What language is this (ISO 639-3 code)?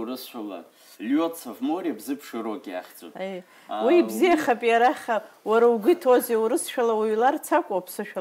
abk